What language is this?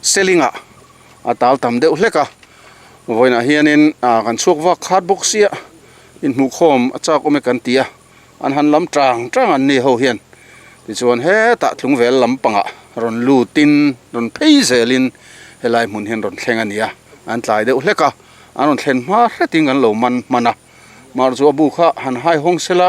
Mizo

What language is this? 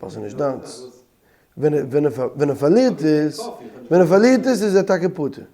Yiddish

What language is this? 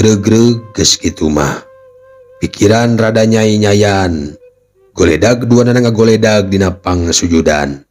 Sundanese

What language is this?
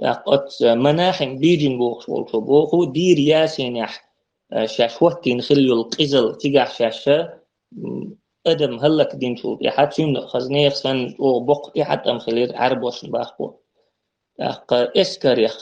Chechen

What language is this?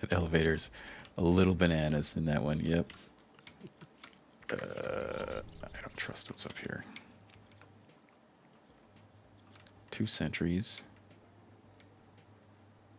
English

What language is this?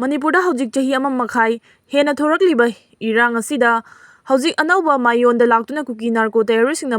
Manipuri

